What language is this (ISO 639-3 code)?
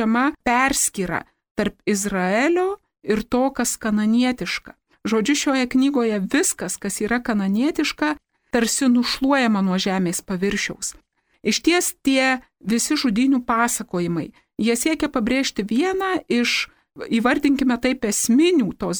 lit